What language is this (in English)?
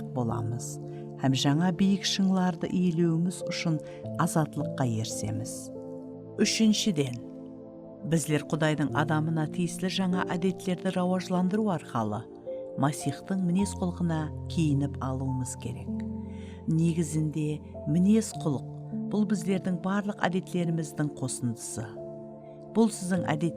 Kara-Kalpak